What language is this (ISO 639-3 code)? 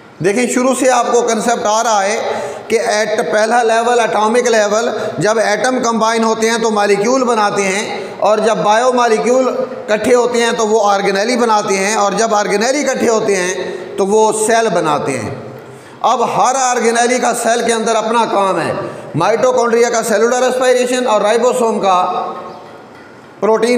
hin